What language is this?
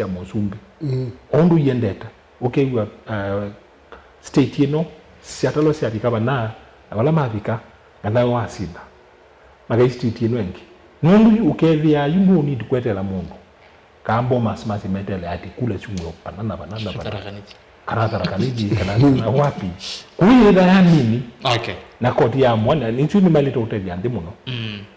Kamba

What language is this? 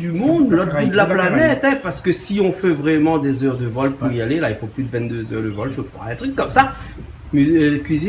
Réunion Creole French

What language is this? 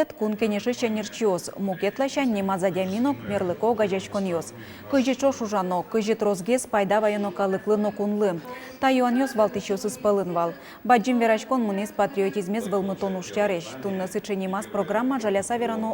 Udmurt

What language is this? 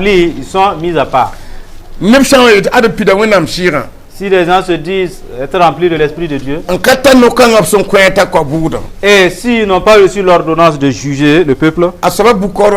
Mossi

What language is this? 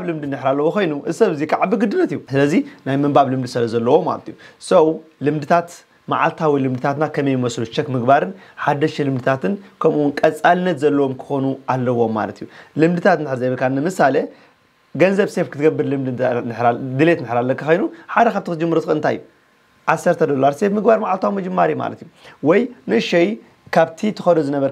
Tigrinya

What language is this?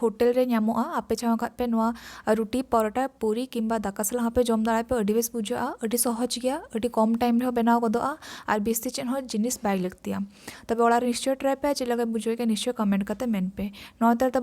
Santali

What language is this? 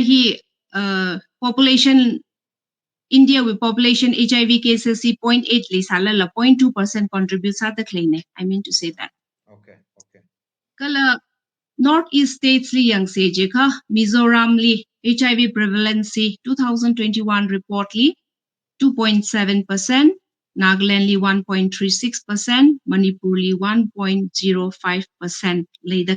Tangkhul Naga (India)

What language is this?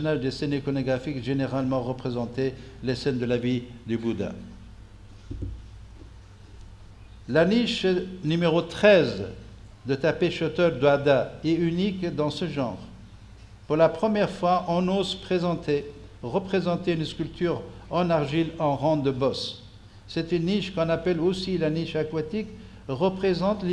French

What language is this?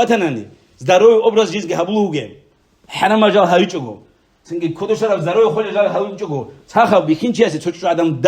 Avaric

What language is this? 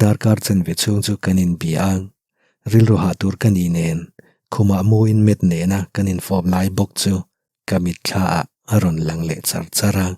Mizo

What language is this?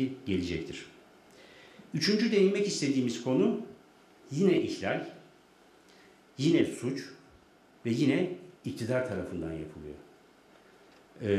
Turkish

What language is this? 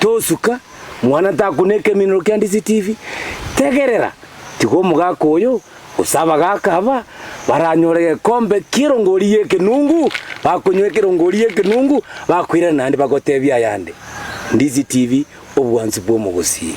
Gusii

